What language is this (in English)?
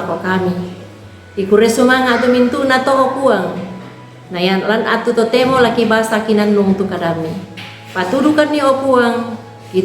Toraja-Sa'dan